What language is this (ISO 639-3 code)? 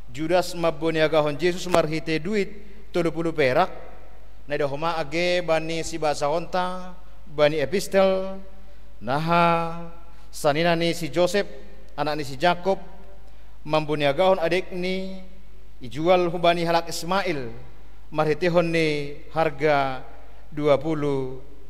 bts